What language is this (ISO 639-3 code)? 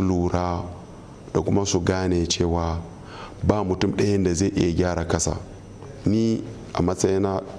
hau